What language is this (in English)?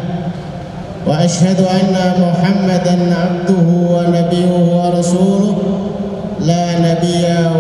Indonesian